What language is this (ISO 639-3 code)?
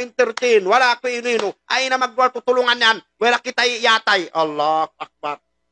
tsg